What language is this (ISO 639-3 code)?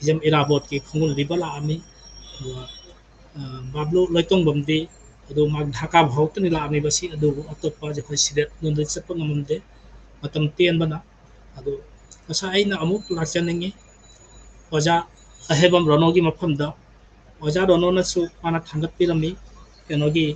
mni